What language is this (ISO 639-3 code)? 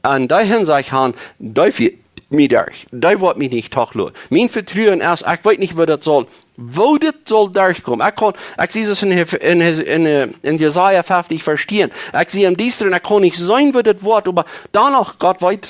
pdt